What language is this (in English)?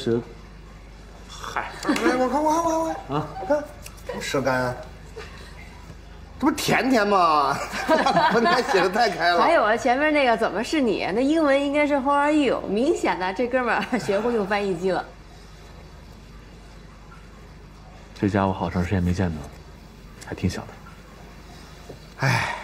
Chinese